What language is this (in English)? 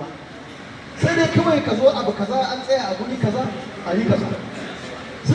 Hausa